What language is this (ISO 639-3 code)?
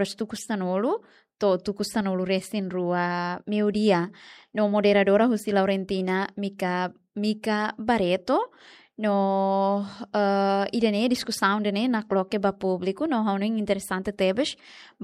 tet